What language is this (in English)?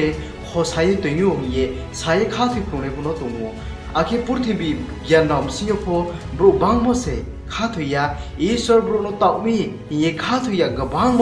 Riang (India)